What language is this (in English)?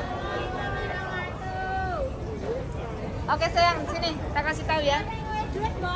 Indonesian